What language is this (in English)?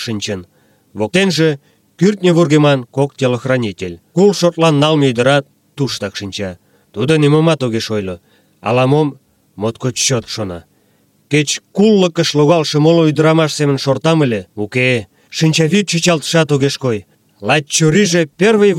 Mari